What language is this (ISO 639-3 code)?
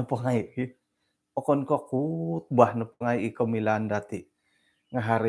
dtp